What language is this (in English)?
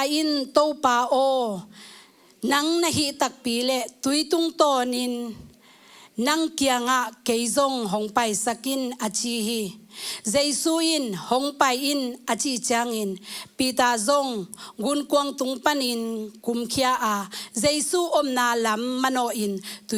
Tedim Chin